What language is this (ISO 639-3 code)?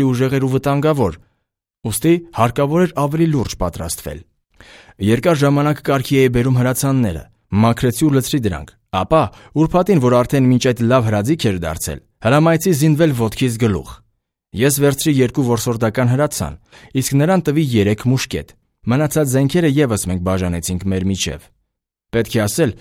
hye